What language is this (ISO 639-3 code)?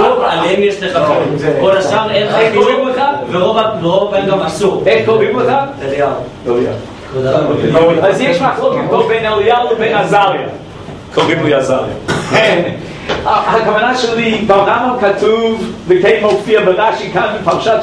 heb